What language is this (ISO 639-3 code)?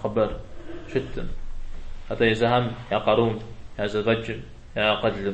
kbd